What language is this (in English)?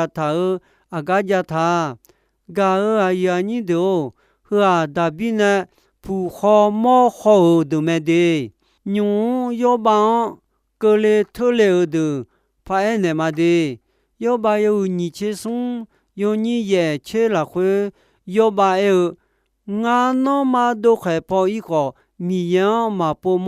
Akha